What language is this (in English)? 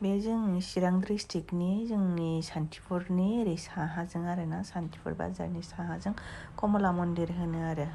Bodo